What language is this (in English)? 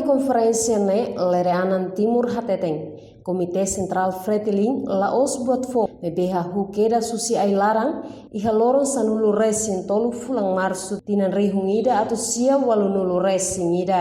Tetum